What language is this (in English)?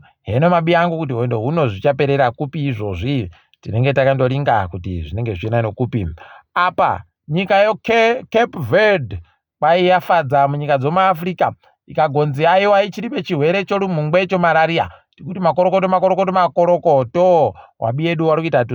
Ndau